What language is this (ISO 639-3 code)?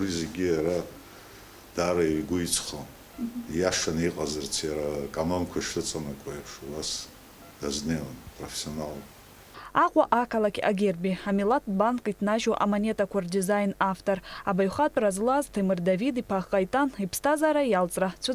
abk